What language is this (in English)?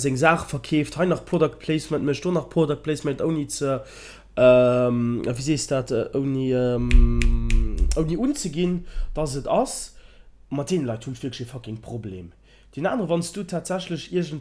Luxembourgish